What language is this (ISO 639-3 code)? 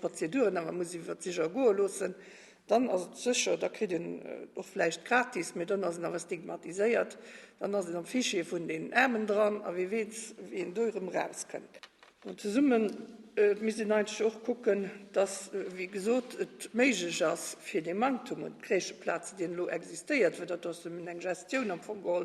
ltz